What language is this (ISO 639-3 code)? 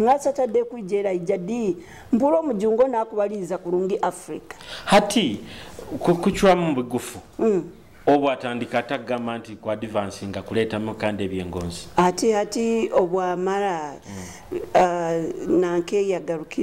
nyo